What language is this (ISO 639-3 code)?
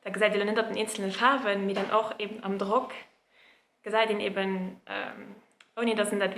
ltz